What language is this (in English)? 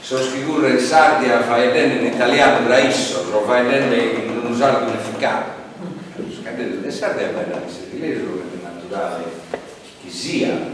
Sardinian